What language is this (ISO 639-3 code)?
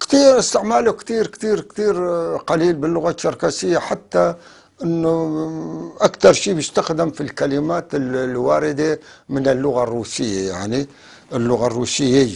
apc